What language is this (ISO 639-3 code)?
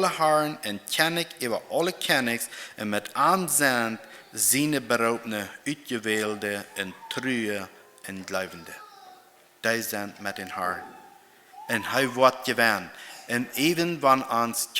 pdt